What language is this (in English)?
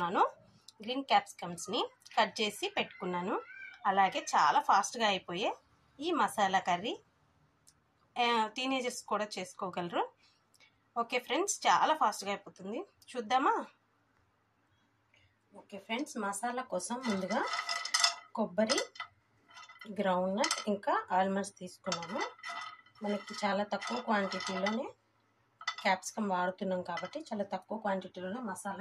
Telugu